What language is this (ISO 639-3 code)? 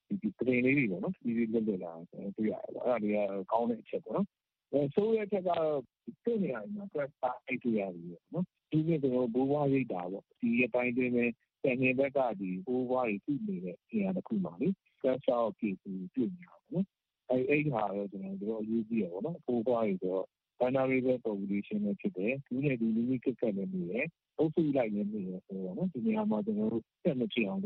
mya